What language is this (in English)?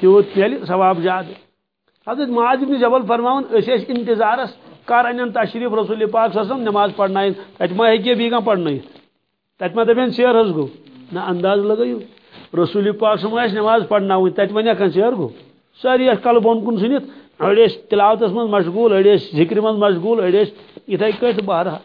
Kashmiri